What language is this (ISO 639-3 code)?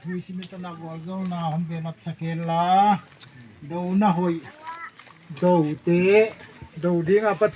pck